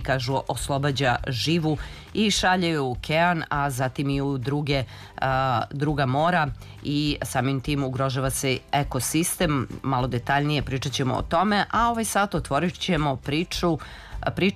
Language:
Serbian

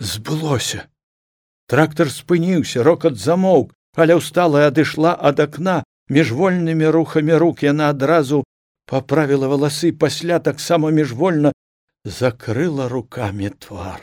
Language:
Belarusian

